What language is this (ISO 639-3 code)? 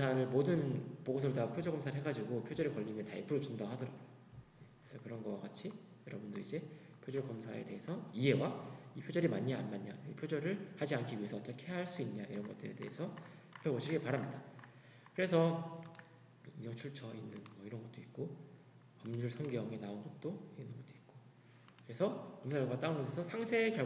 kor